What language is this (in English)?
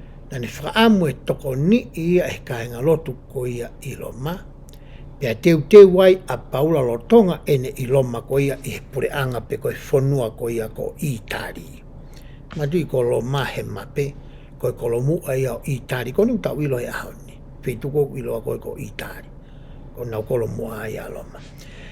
Tongan